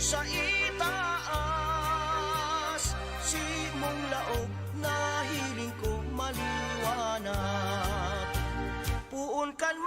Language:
Bikol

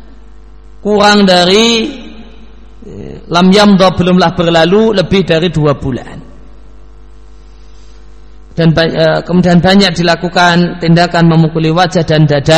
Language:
Indonesian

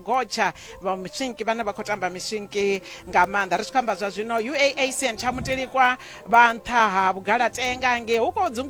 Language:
Venda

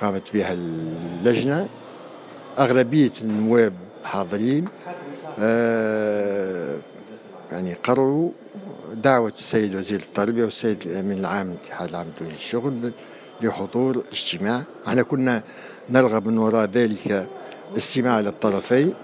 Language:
Tunisian Arabic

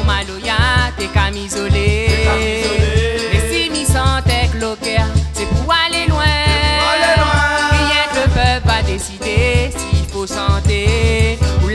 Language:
Réunion Creole French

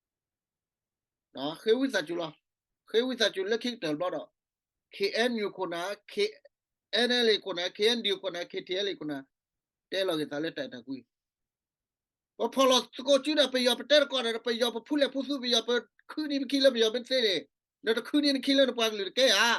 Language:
S'gaw Karen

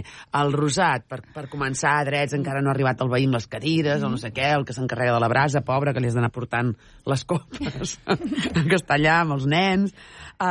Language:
Catalan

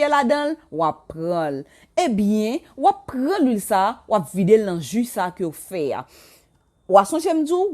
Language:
Haitian Creole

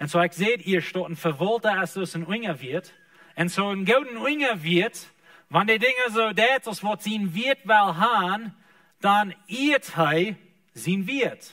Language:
Plautdietsch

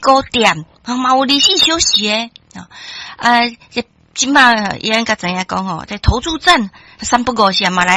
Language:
Min Nan Chinese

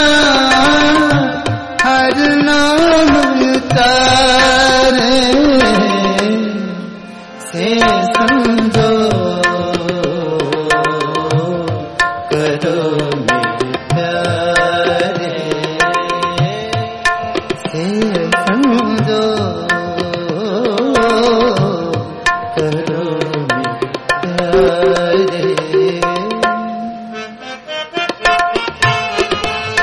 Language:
Hindi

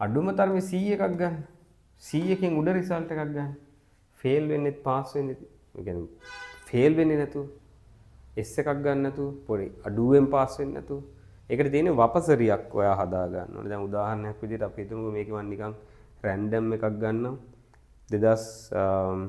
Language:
Sinhala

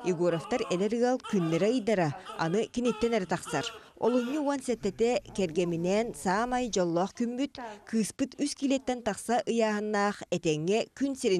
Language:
Yakut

